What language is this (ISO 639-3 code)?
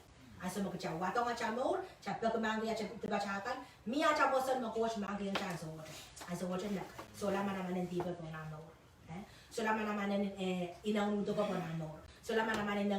pon